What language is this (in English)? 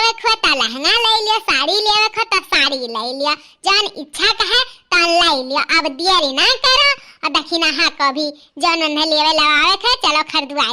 Awadhi